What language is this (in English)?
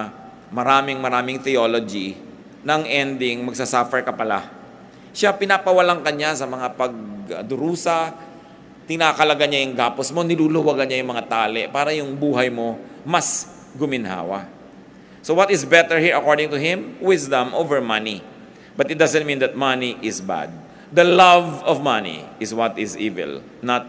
Filipino